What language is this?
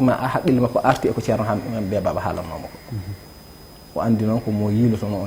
Fula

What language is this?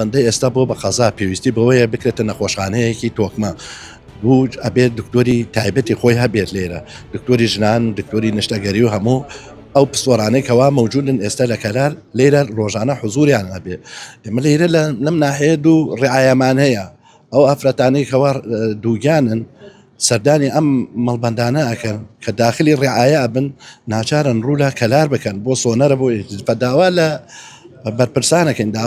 Central Kurdish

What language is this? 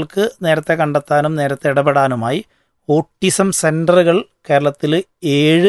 Malayalam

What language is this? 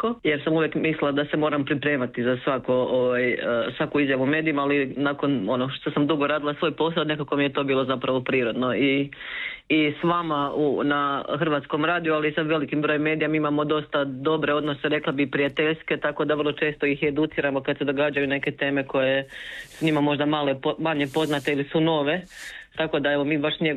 Croatian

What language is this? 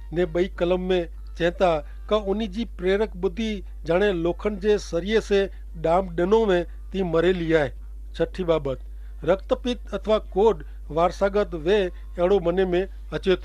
Kachhi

